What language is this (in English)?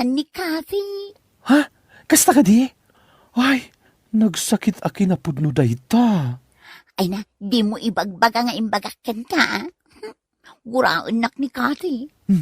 Iloko